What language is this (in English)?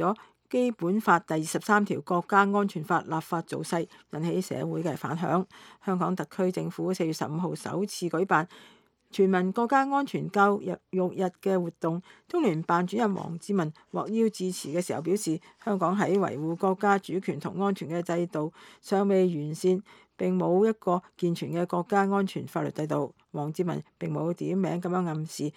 Cantonese